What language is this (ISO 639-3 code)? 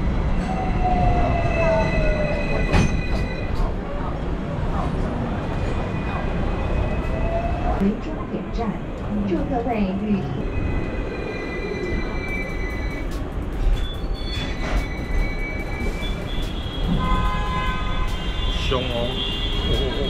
zho